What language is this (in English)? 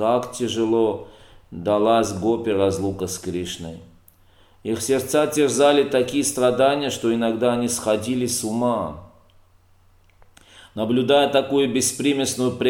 Russian